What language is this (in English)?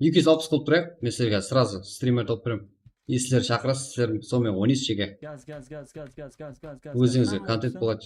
Kara-Kalpak